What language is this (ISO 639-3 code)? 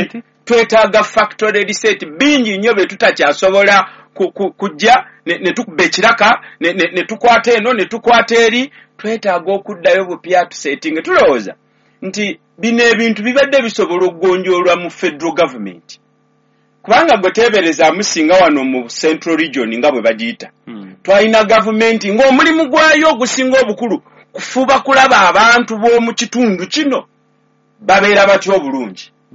lug